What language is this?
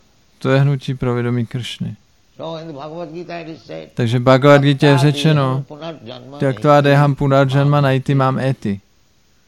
Czech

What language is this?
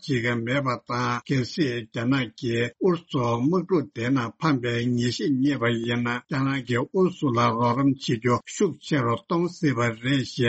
Tibetan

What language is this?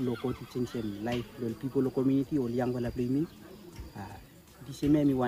Bislama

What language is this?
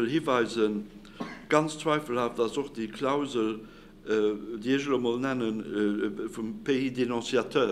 Luxembourgish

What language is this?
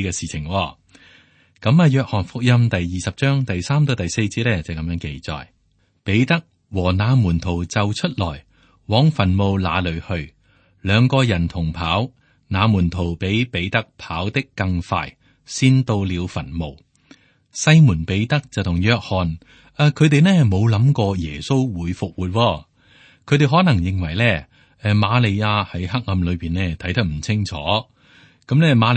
Cantonese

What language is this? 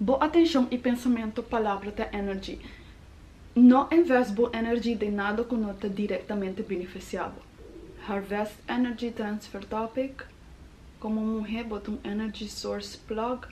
Papiamento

